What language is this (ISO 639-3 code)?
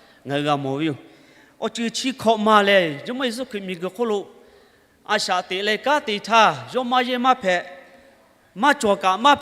lhu